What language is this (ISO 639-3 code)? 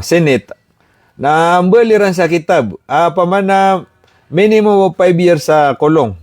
mrw